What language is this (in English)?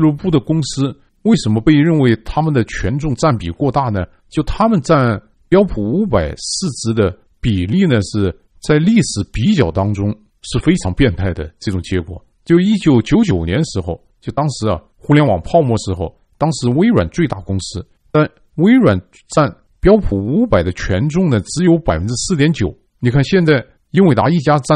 Chinese